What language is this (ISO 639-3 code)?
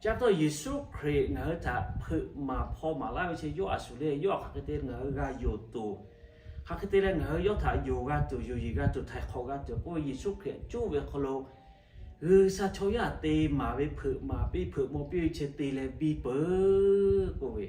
lhu